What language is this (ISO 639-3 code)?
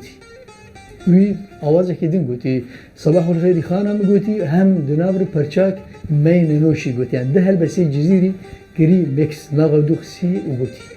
kur